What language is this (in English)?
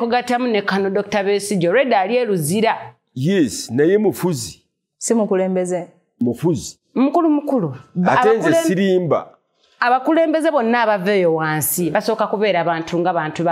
Ganda